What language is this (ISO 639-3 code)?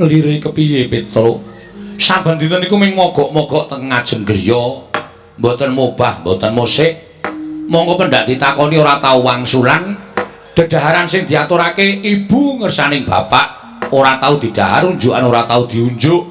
jav